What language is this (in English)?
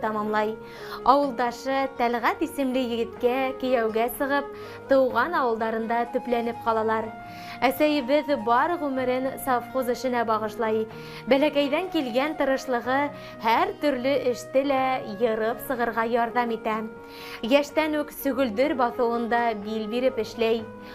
Bashkir